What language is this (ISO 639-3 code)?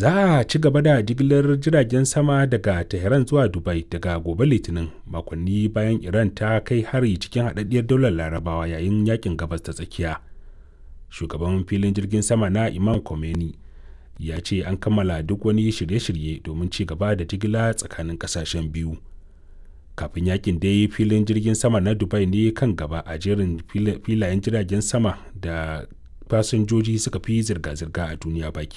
hau